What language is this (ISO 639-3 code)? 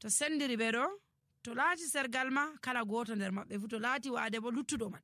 fuv